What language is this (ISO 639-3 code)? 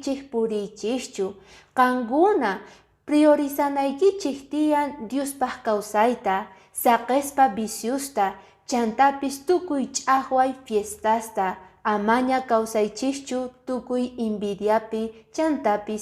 que